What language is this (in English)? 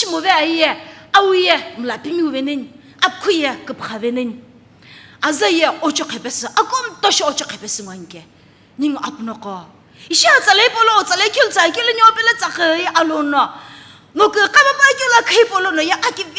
Sumi Naga